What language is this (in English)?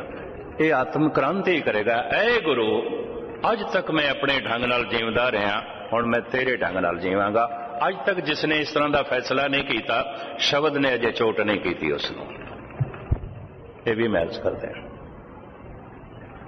Punjabi